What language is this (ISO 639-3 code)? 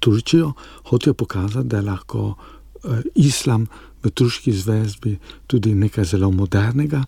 slv